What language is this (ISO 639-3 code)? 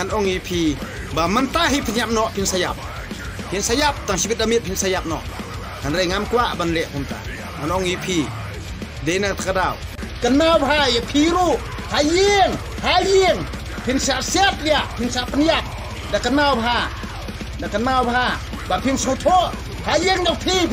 kha